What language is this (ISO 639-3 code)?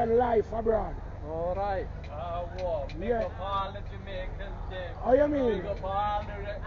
jam